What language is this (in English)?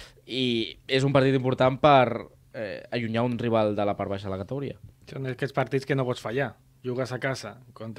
Catalan